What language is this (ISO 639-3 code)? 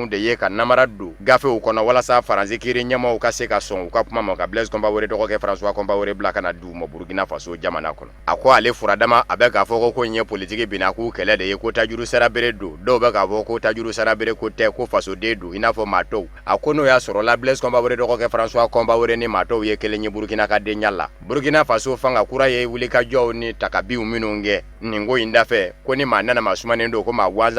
bam